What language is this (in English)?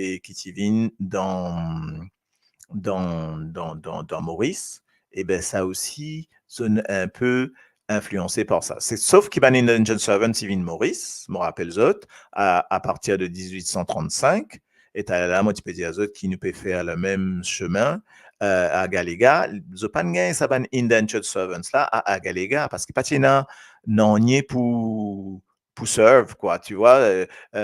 Morisyen